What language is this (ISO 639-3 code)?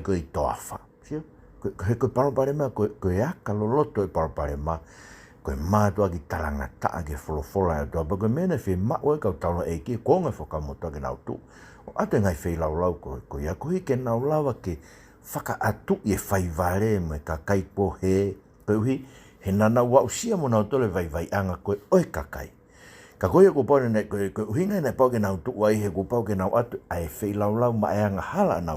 ton